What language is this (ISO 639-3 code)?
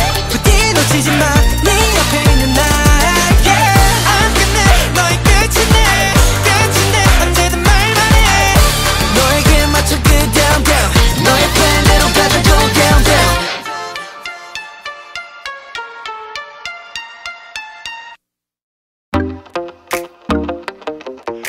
kor